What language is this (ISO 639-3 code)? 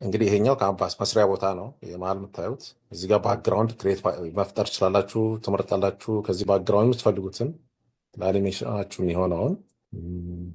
amh